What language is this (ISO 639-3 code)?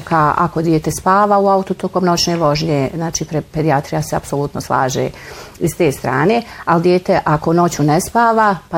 bos